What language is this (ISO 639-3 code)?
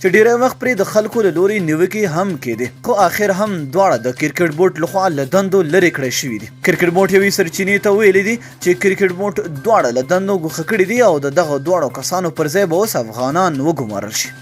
pus